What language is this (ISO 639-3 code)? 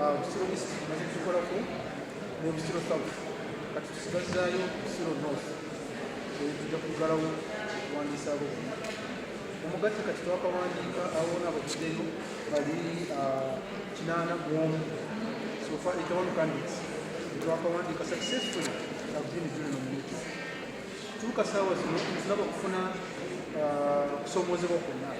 lug